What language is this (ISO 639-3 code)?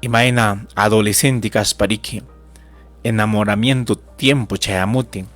quy